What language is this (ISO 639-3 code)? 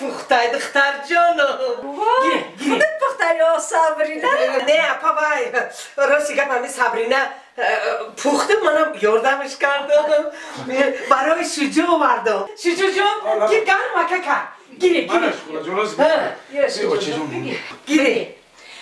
tgk